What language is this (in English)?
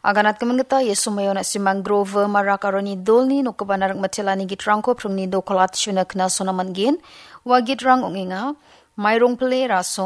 Garo